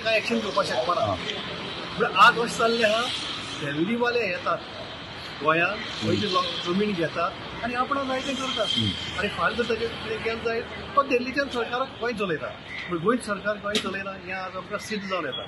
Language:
Konkani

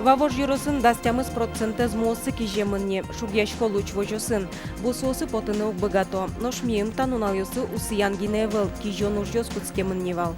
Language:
Udmurt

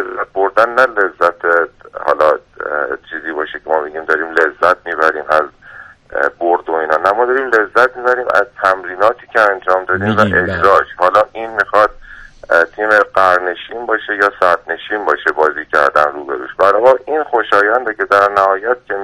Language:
Persian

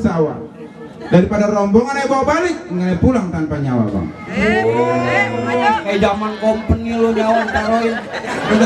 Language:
Betawi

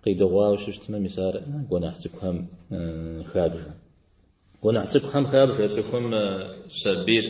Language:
Kabardian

